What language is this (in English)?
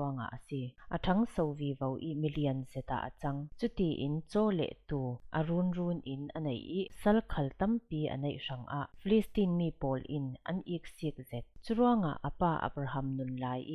Falam Chin